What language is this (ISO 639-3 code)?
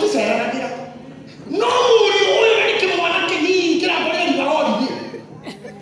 kik